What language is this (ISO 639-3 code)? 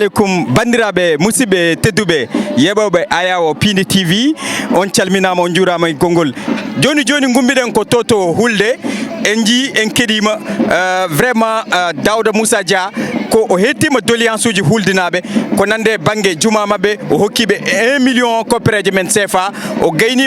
ful